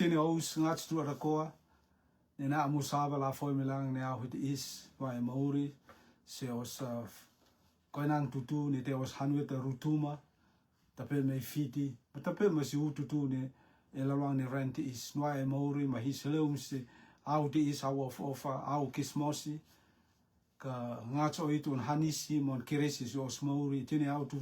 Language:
Rotuman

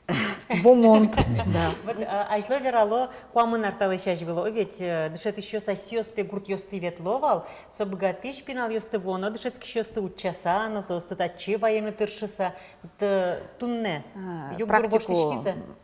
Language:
Udmurt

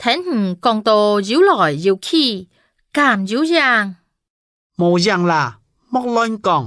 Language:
Hakka Chinese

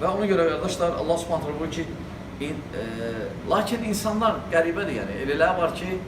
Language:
Azerbaijani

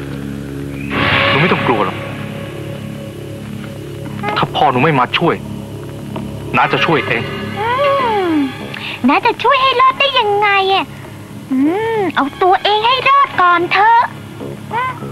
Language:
Thai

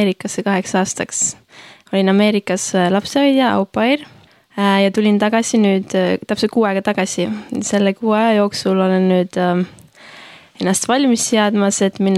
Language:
Estonian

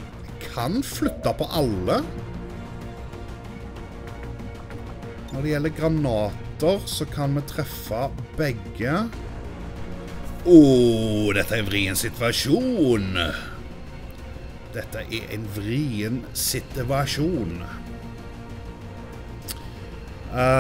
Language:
Norwegian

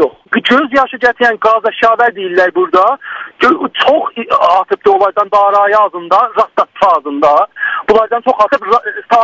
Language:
South Azerbaijani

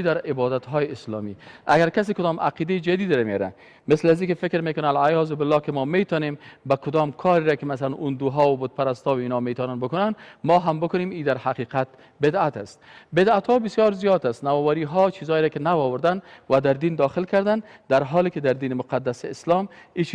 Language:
Persian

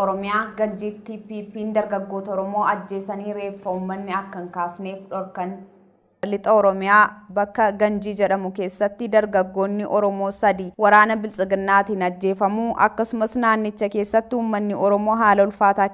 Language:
Oromo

